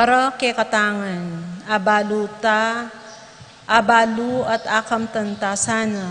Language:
Pampanga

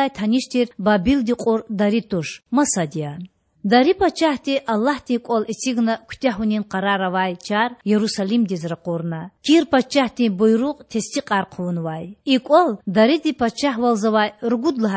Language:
Lezghian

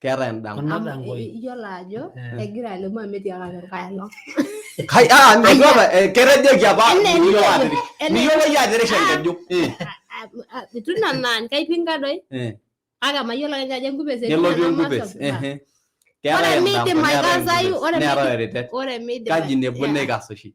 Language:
Masai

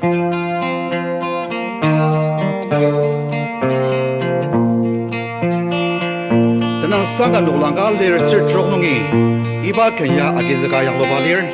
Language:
Ao Naga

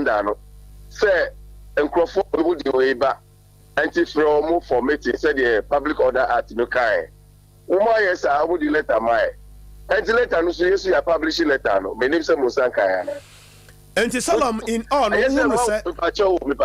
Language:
Akan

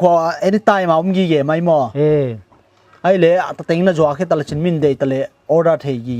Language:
Paite Chin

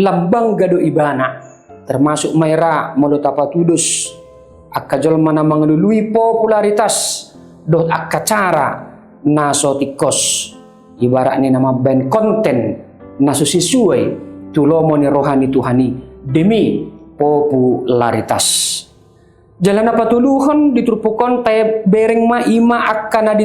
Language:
Batak Toba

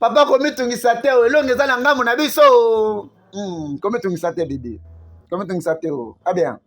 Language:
Lingala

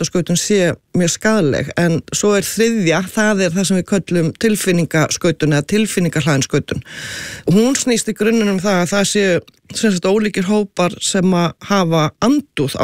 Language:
Icelandic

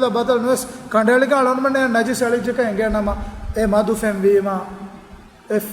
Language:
Divehi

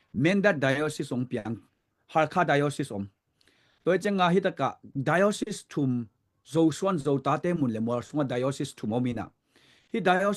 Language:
Tedim Chin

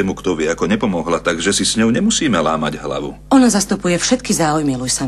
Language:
Slovak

